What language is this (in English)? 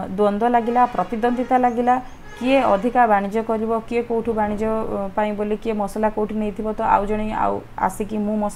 Odia